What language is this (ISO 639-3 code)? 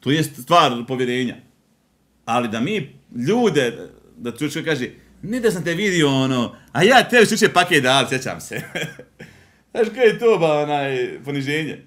bos